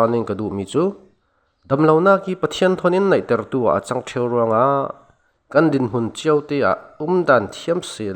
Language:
Falam Chin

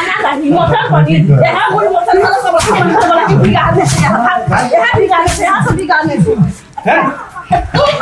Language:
Maithili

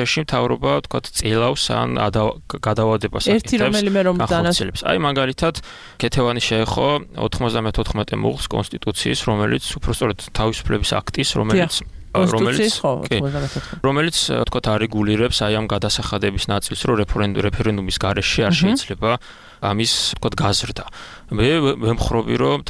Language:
Georgian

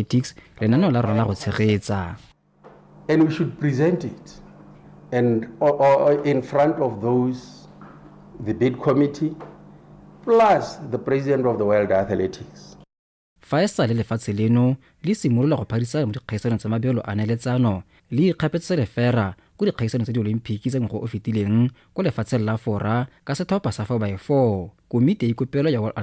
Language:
Tswana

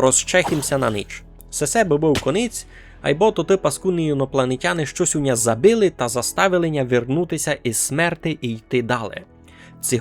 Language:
Rusyn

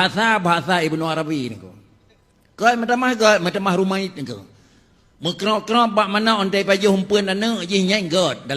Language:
Achinese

